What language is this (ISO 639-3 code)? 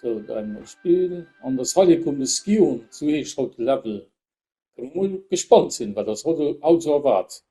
ltz